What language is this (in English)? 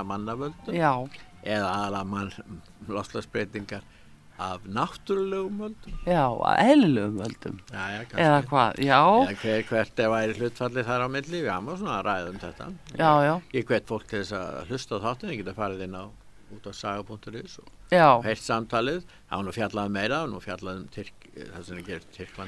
Icelandic